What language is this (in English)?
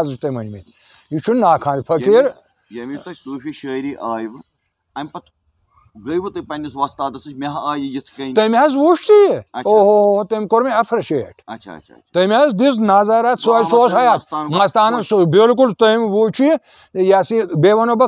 Kashmiri